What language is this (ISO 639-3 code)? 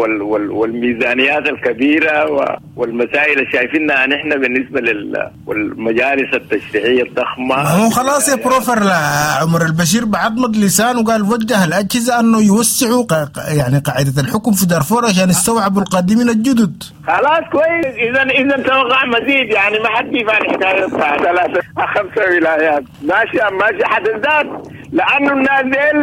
apd